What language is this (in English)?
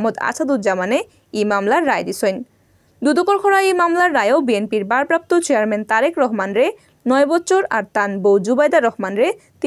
Sylheti